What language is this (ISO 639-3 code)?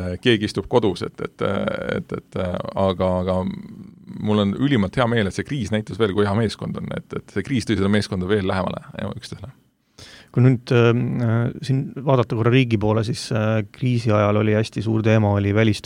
est